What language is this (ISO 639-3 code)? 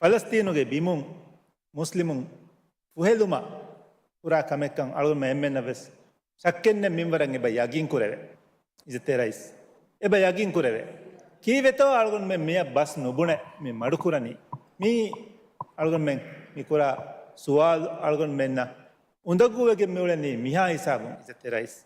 div